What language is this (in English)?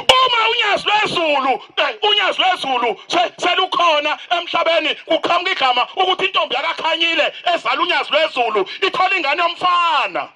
Zulu